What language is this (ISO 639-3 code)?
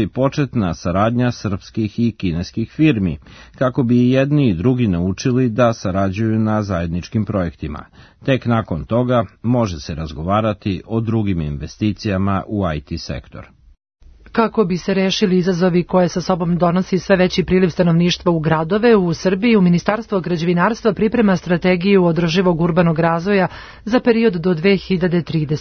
srp